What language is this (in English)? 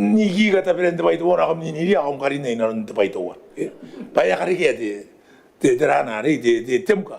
Gilbertese